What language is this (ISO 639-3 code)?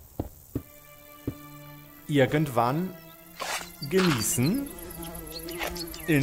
deu